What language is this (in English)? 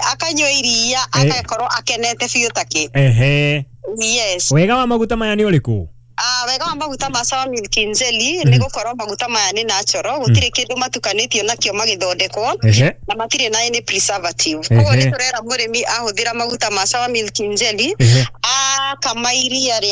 Kikuyu